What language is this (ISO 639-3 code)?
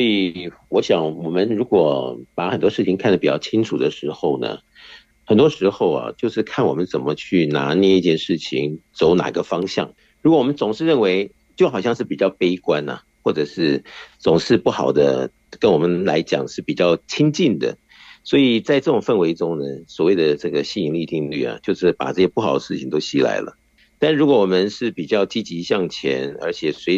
zho